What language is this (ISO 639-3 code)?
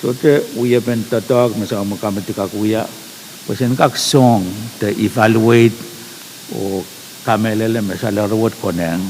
pon